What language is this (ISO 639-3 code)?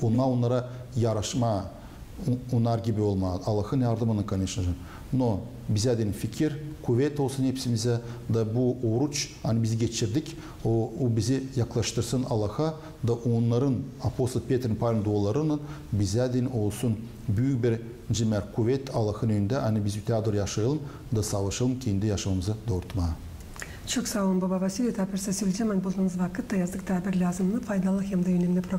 gag